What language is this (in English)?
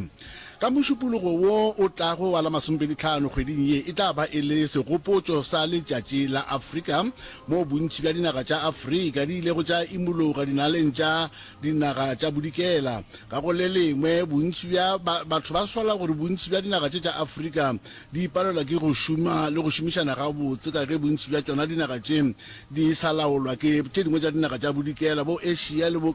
Northern Sotho